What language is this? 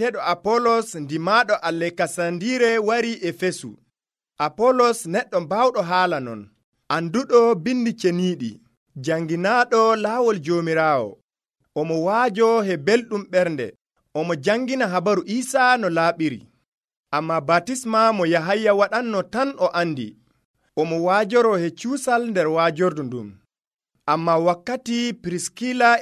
Nigerian Fulfulde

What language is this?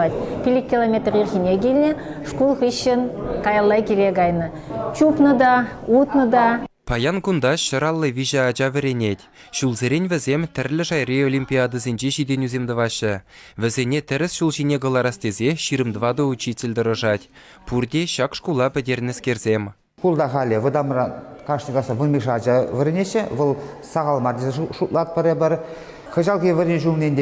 Chuvash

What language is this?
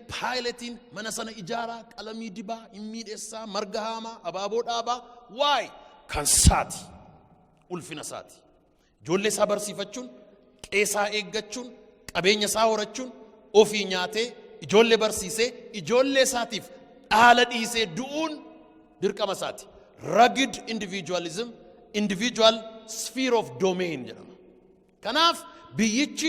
Oromo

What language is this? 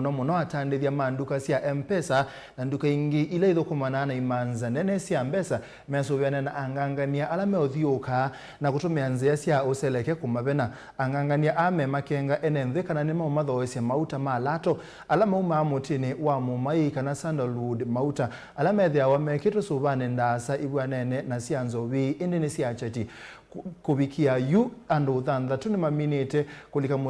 Kamba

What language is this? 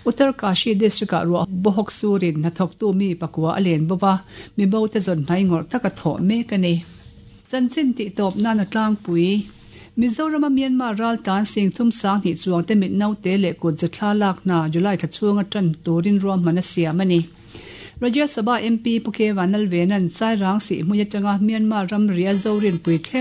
Mizo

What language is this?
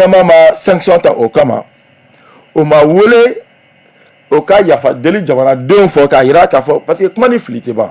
Bambara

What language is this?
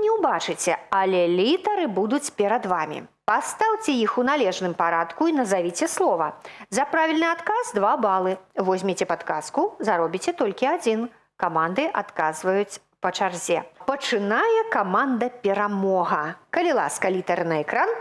Belarusian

